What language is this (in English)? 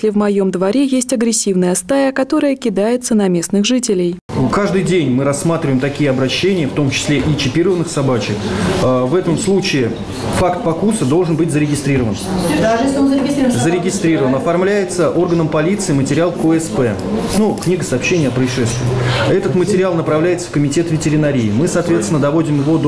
Russian